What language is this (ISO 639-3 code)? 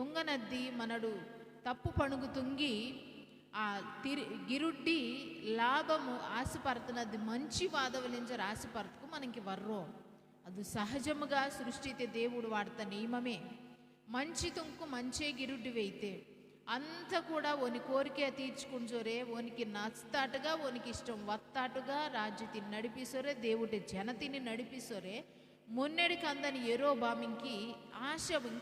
kff